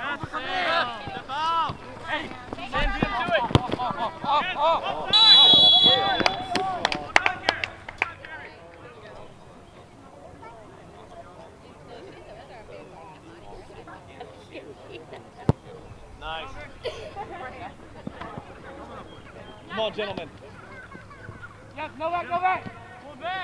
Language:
English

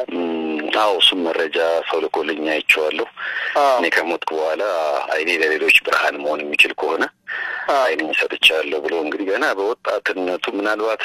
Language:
Amharic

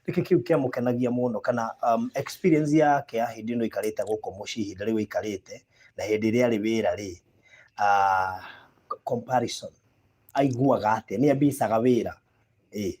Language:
Kikuyu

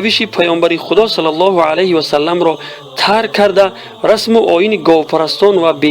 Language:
Tajik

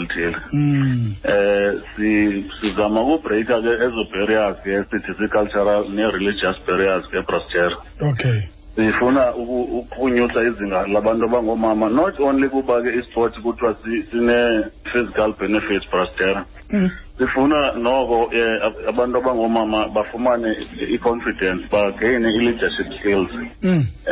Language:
Xhosa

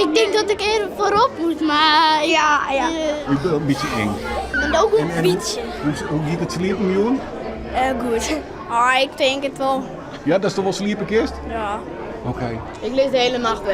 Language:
Western Frisian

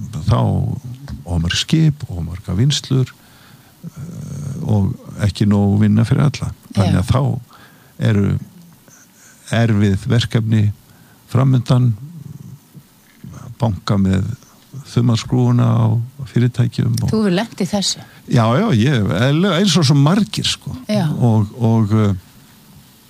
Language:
Icelandic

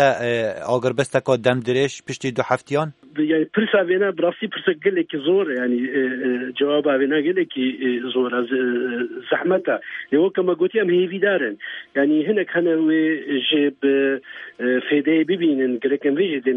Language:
Kurdish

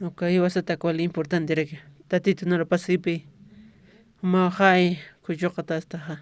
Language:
Aymara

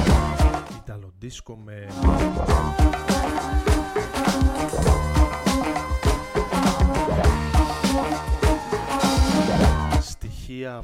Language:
Greek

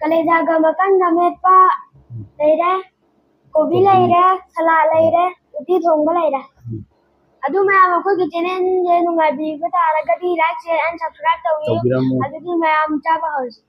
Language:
Manipuri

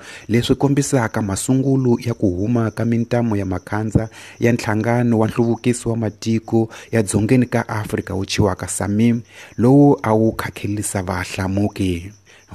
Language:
Tsonga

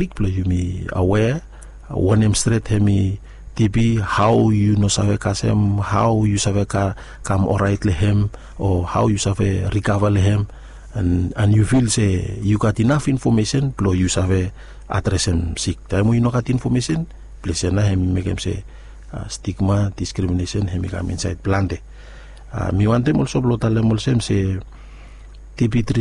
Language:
Bislama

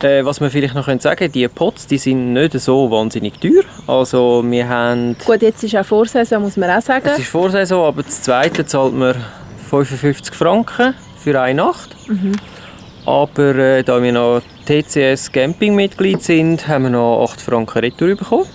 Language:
Swiss German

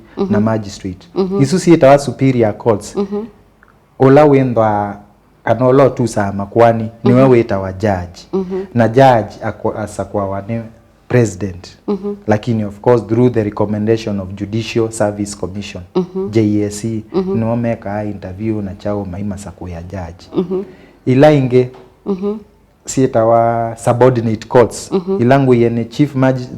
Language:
Kamba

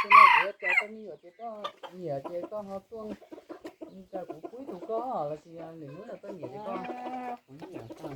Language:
Hmong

